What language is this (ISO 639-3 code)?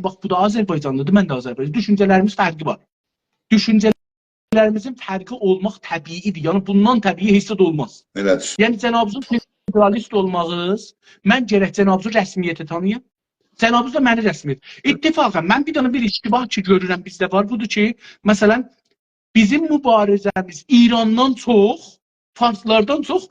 azb